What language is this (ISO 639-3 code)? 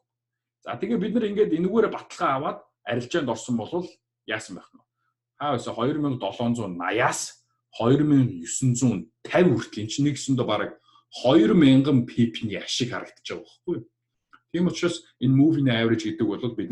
mon